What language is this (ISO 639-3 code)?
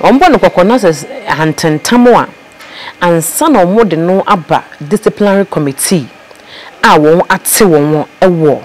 aka